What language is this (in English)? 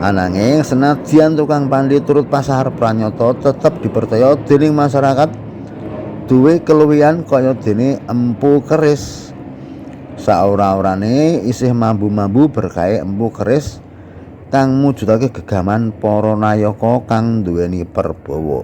Javanese